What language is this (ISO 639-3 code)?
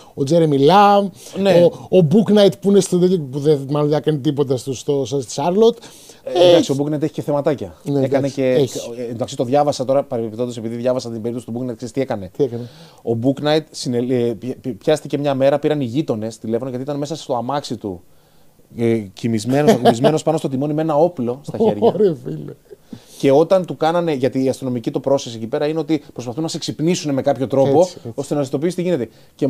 ell